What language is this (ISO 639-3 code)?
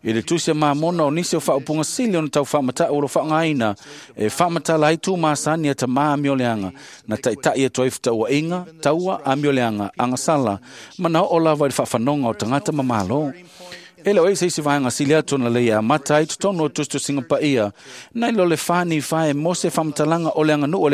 smo